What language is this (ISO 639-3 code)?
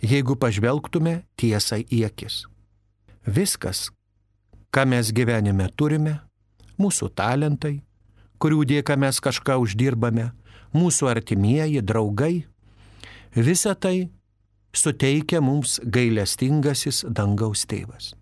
lit